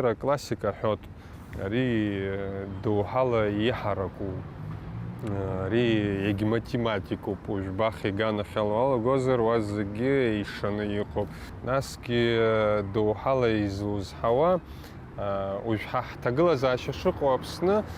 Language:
Abkhazian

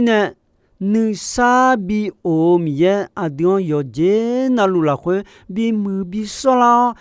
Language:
Akha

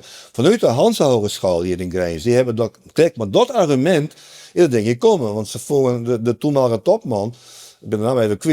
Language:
Western Frisian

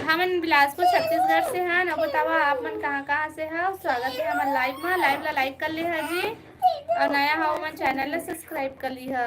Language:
Chhattisgarhi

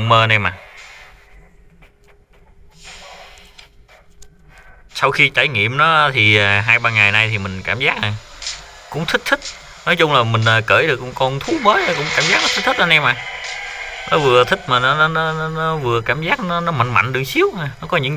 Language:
Vietnamese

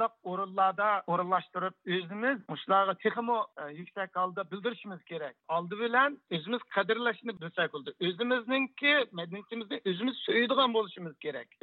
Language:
Uyghur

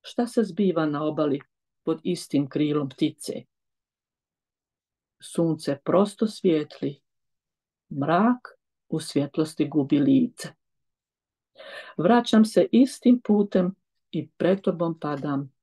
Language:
Croatian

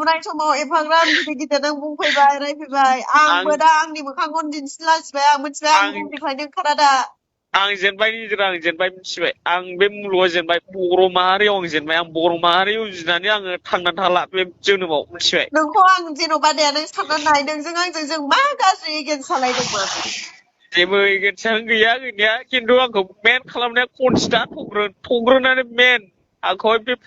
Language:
Bodo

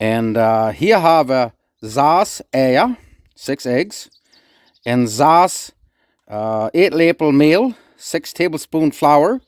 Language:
Plautdietsch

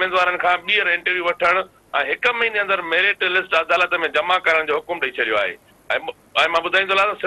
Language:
Sindhi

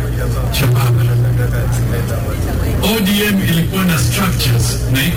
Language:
Swahili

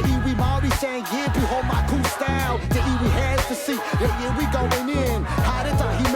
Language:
Māori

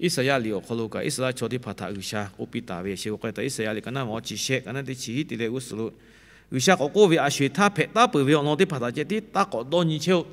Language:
Lahu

